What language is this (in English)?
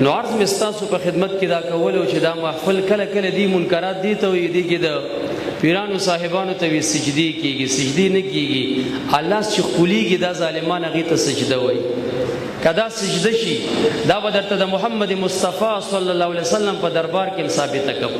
Pashto